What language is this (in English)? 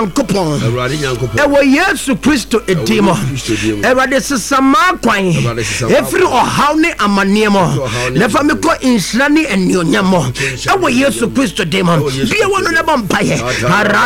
Akan